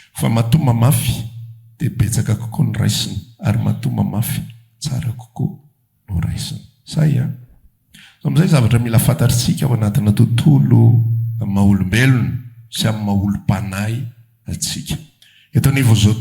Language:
Malagasy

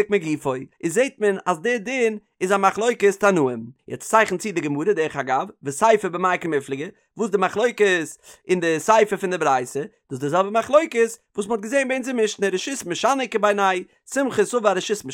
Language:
Yiddish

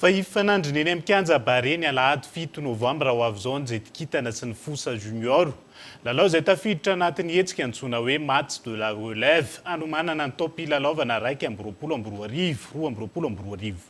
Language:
Malagasy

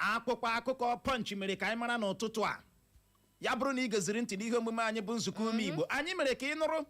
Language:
Igbo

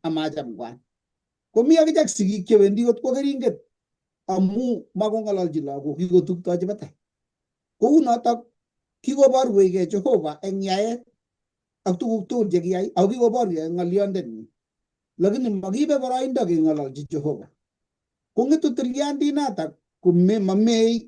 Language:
Kalenjin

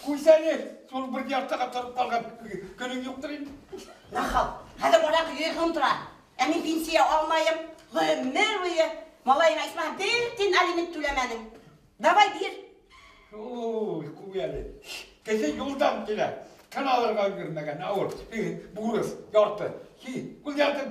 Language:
Bashkir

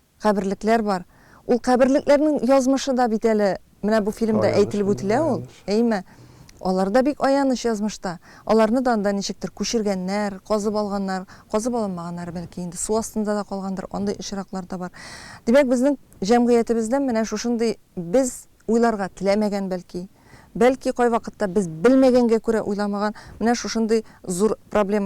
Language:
Tatar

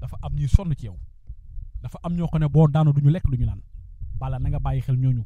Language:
Wolof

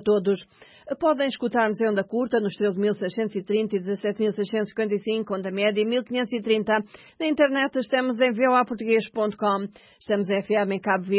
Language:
Portuguese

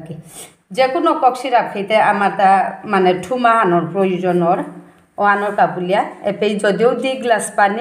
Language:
Bishnupriya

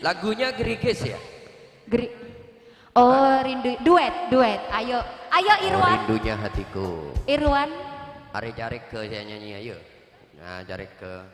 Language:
Madurese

